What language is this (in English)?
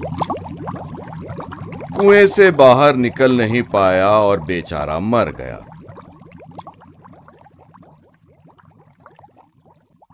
Hindi